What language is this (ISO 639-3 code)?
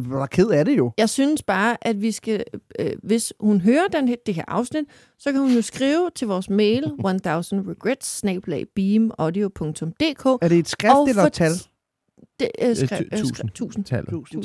dan